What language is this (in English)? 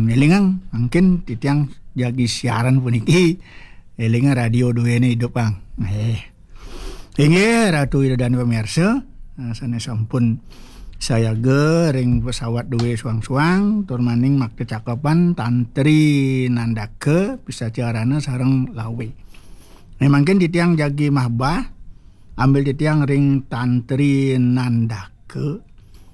Balinese